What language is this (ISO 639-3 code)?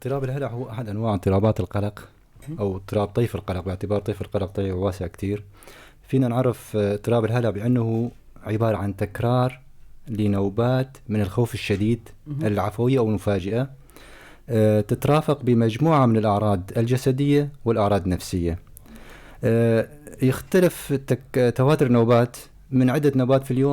apc